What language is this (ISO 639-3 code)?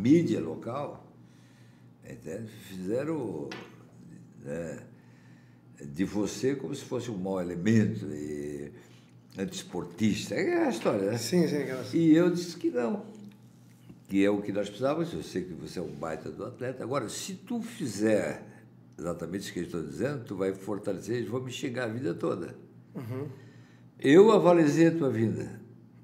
por